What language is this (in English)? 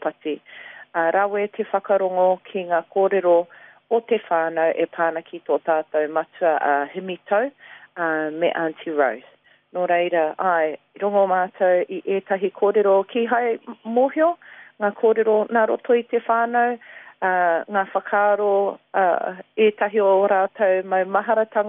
Māori